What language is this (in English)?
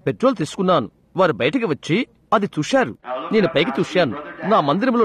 Telugu